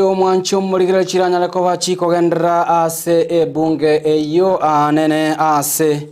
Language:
Gusii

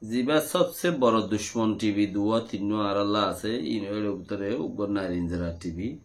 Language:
Rohingya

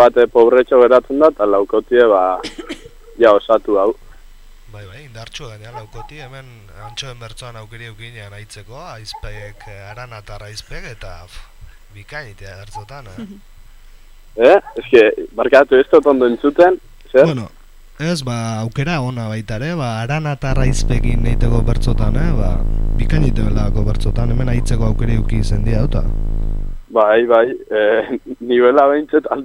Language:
Basque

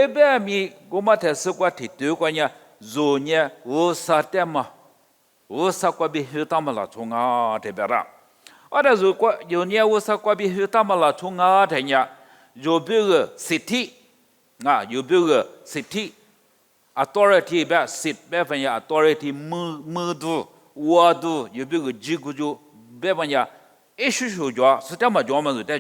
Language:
Lisu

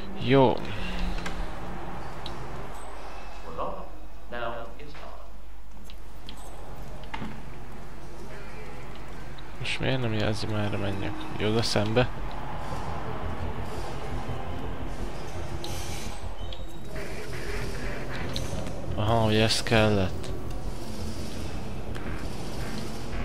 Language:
Hungarian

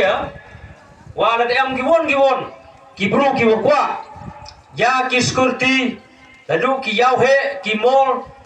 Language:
Khasi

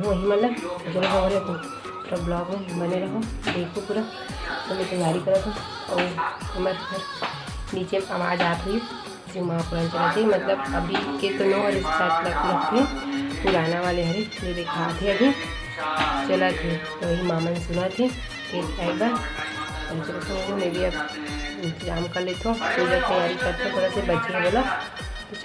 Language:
Chhattisgarhi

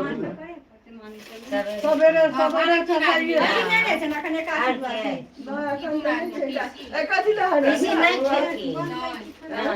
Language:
Maithili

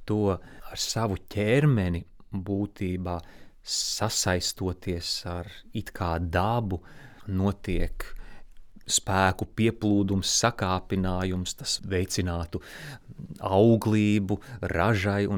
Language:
Latvian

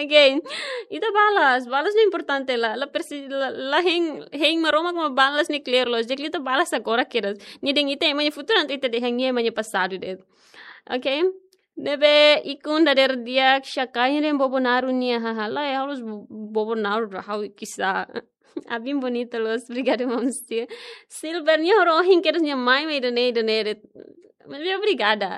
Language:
Tetum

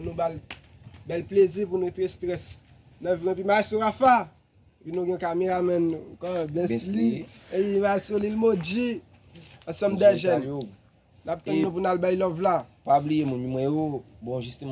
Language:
Haitian Creole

